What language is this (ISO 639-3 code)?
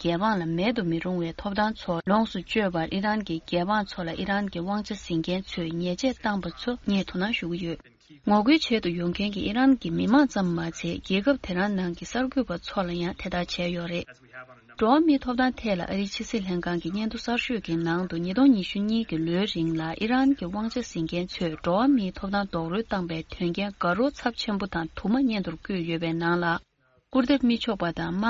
bod